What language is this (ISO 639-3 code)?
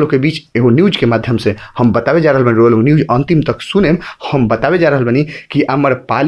bho